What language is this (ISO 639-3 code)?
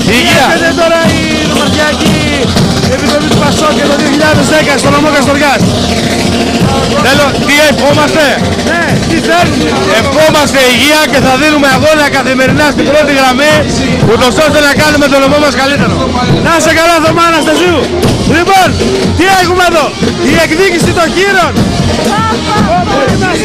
ell